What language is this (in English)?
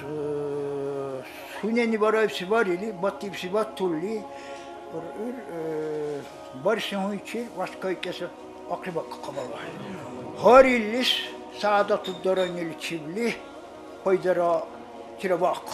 Dargwa